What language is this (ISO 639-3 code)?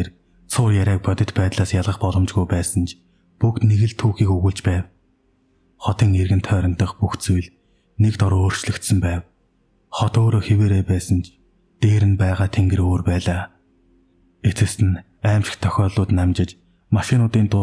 mon